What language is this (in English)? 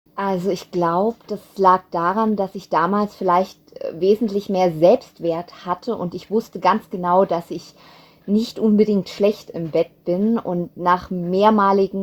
German